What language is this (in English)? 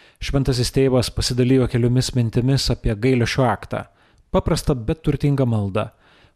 Lithuanian